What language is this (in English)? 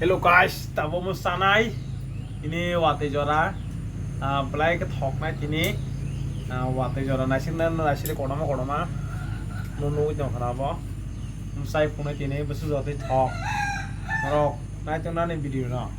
Kok Borok